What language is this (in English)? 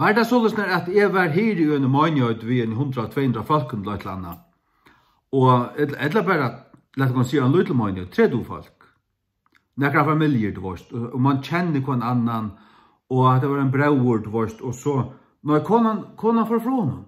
Faroese